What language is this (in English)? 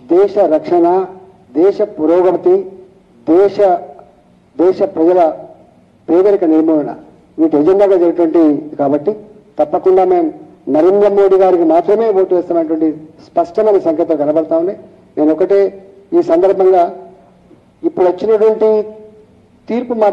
Telugu